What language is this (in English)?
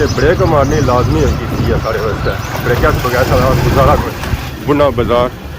Pahari-Potwari